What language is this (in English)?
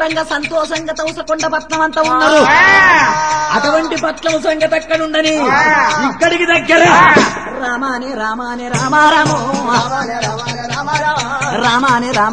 Telugu